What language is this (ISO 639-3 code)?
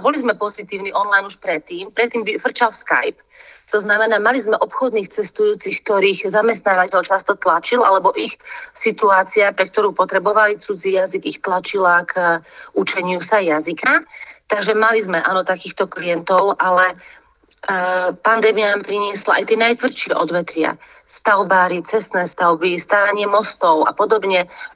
slk